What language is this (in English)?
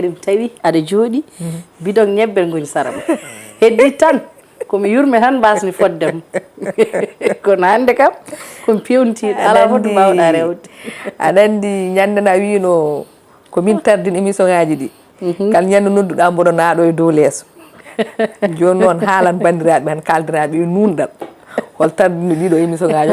Fula